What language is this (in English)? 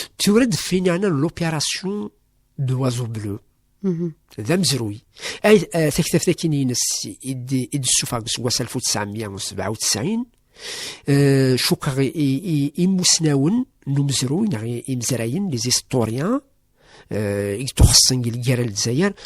Kabyle